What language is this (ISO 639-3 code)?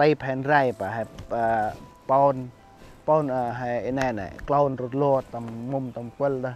cmo